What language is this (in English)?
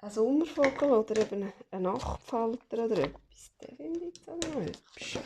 Swiss German